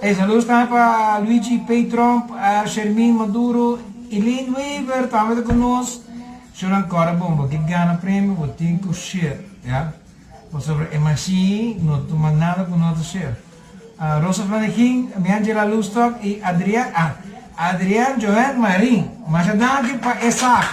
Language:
Papiamento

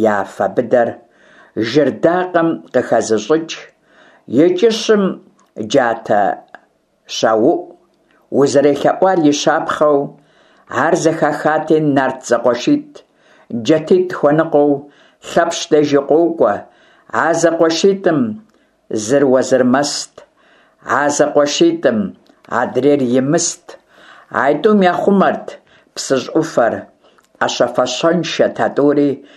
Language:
Kabardian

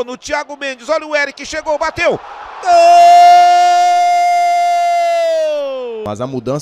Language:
Portuguese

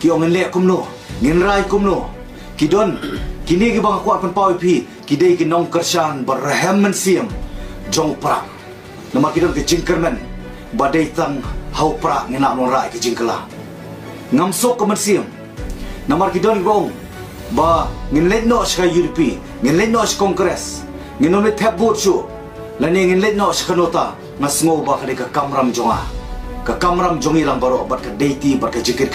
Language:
Khasi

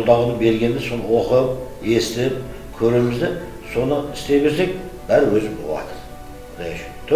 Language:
Kazakh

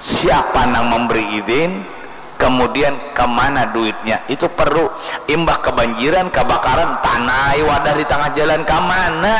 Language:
Banjar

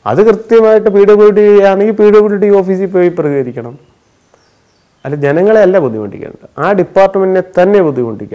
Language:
Malayalam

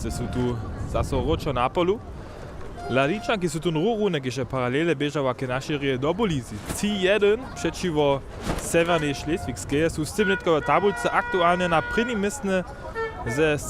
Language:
Upper Sorbian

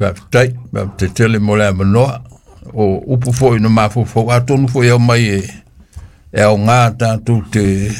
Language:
Samoan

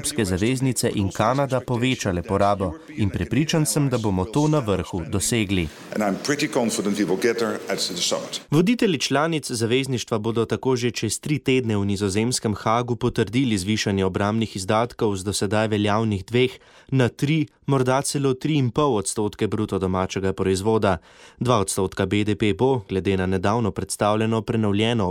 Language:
Slovenian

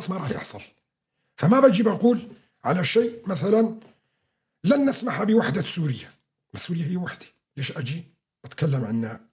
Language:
North Levantine Arabic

